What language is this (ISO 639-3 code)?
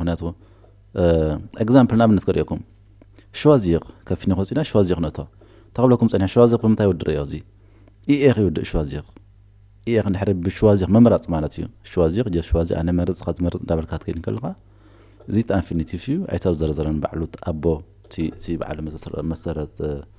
tir